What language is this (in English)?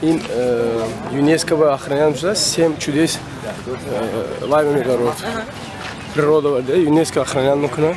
Tajik